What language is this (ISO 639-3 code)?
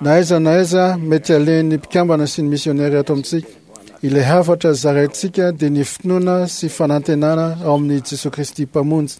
mlg